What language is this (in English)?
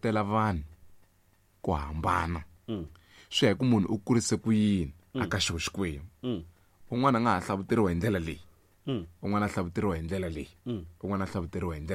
Tsonga